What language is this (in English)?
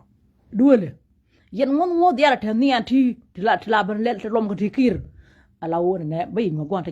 Nuer